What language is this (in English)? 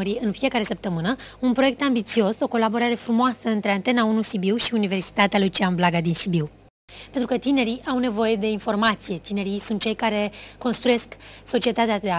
Romanian